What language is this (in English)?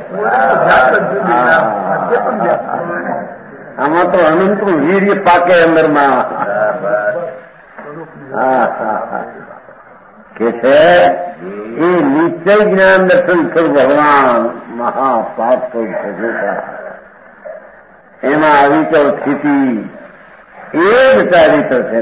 Gujarati